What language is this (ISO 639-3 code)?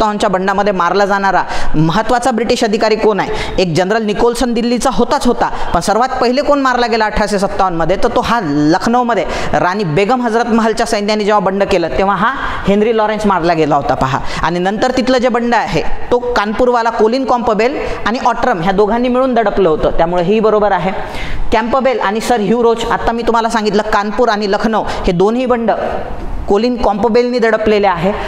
mar